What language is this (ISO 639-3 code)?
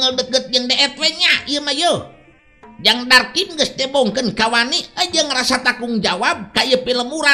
sun